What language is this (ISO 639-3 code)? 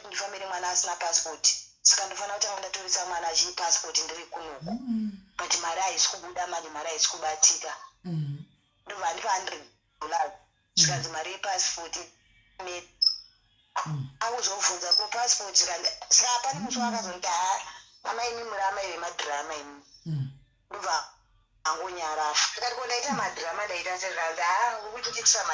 sna